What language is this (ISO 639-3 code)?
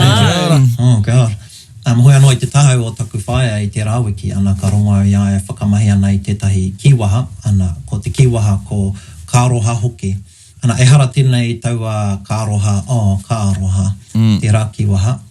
mri